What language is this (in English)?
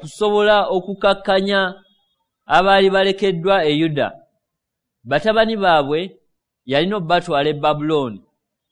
Ganda